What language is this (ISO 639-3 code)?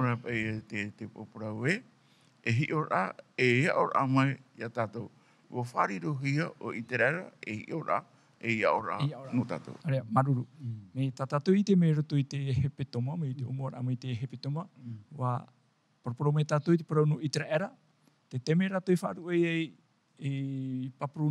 tah